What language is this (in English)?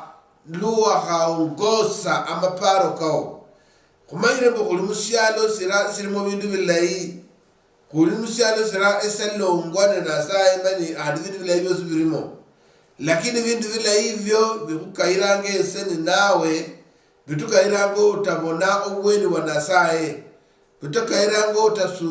Luyia